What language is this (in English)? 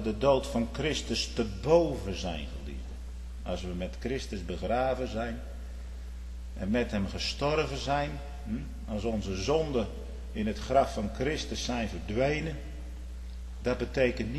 Dutch